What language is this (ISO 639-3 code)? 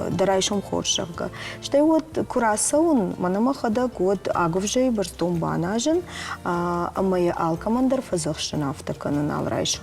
oss